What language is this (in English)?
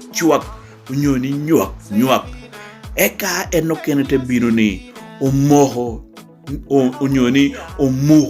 Lango (Uganda)